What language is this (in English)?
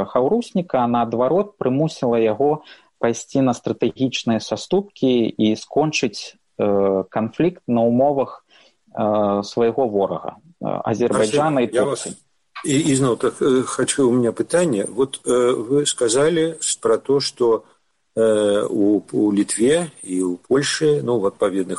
Belarusian